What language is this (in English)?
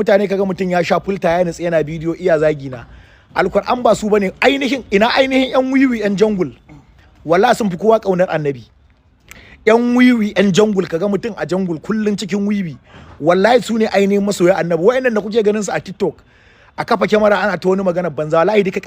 Hausa